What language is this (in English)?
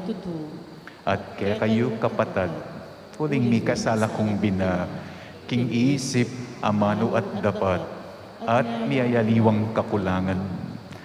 Pampanga